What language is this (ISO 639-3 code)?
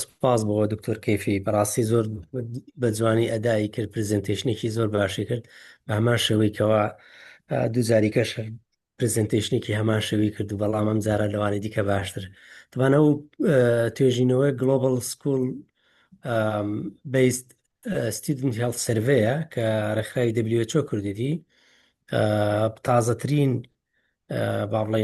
ckb